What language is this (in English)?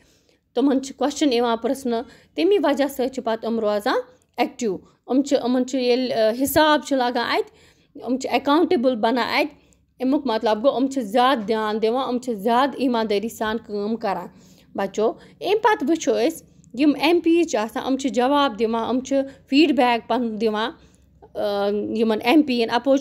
Kashmiri